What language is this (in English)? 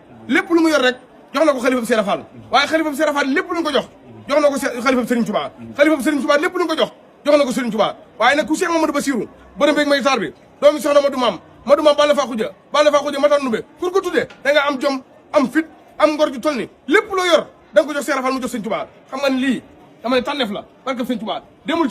Wolof